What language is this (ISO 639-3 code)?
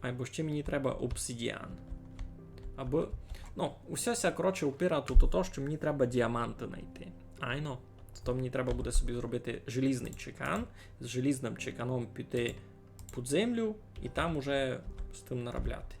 rue